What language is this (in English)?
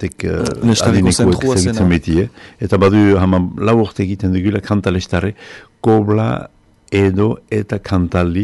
Basque